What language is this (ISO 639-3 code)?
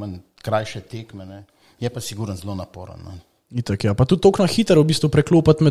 slv